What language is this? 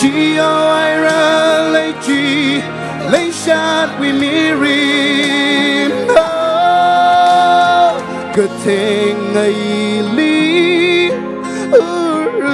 Tangkhul Naga (India)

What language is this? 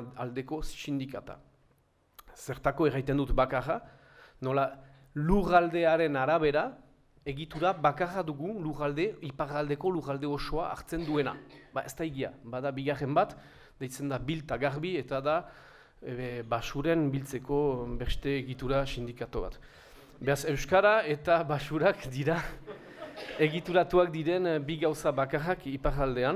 Basque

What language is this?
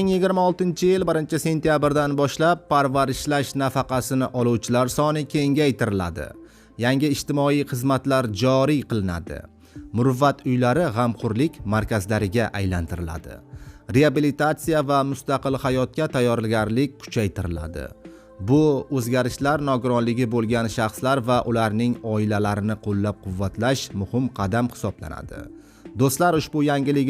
Uzbek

